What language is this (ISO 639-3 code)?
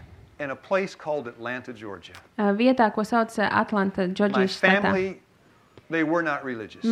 lav